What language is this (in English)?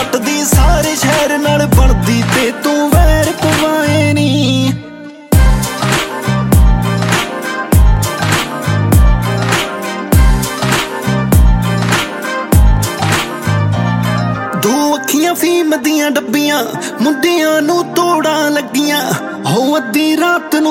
Punjabi